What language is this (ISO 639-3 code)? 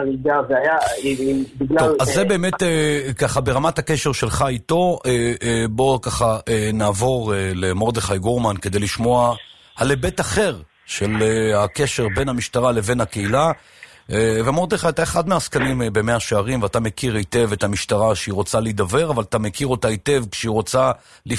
heb